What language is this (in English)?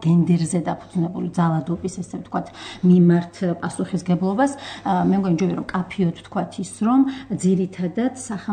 Georgian